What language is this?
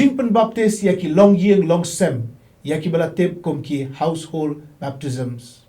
Khasi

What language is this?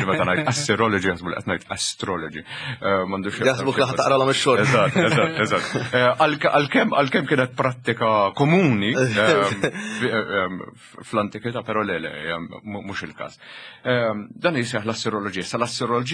Maltese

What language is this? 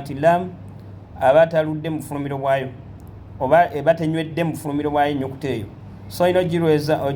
Ganda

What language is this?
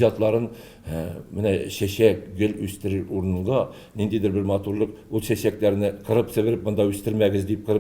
Tatar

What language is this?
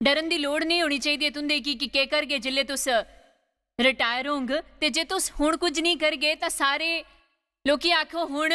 Dogri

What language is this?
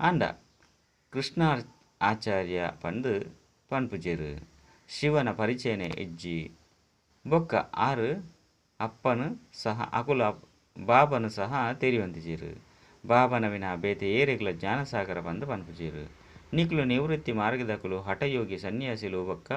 Tulu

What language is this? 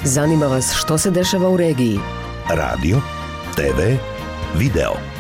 Bosnian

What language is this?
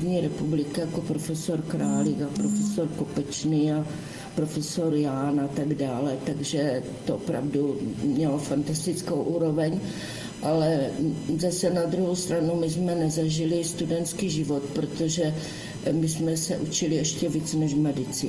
Czech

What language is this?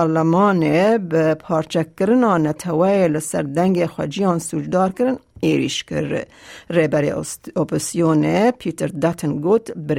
Kurdish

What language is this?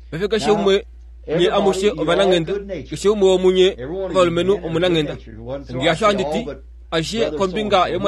Kuanyama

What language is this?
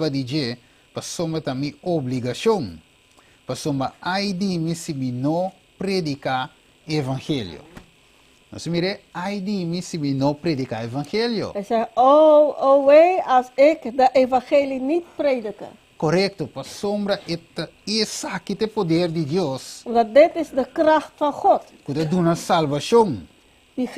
Papiamento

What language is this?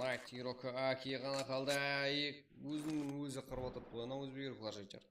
Kara-Kalpak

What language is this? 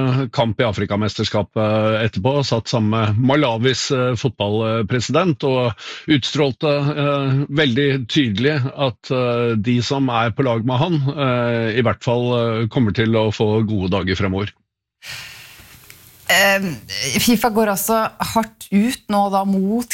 Norwegian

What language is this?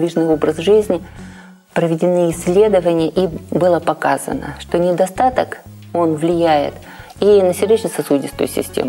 Russian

